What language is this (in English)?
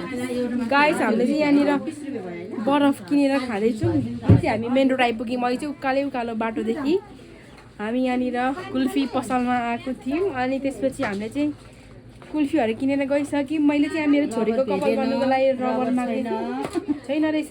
Nepali